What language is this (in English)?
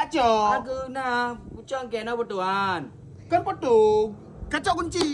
Achinese